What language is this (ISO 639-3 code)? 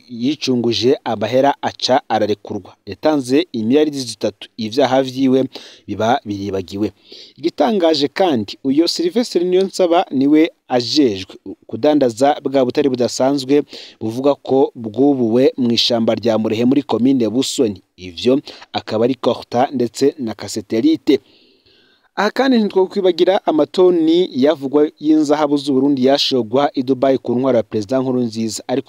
run